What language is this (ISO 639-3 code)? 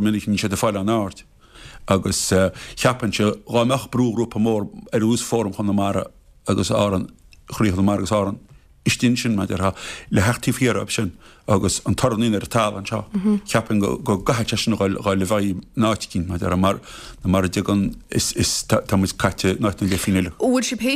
gle